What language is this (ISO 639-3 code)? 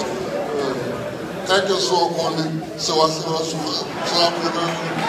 fra